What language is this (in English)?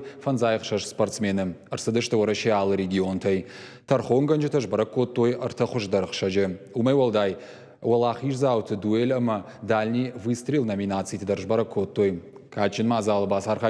Ossetic